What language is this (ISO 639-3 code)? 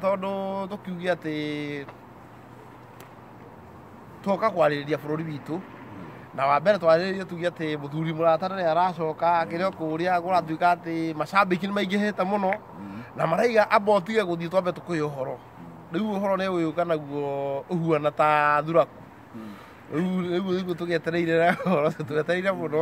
kik